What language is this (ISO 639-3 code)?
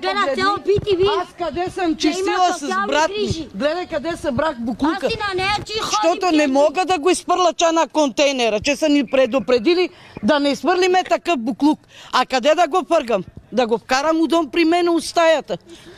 bul